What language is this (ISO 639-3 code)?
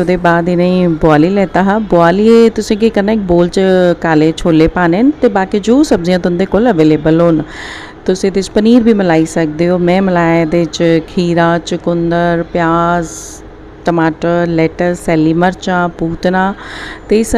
doi